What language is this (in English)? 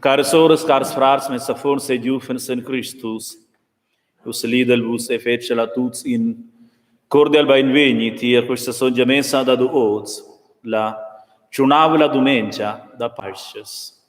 Romansh